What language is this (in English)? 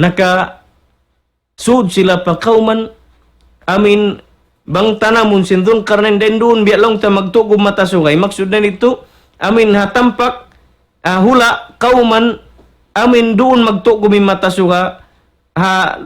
Tausug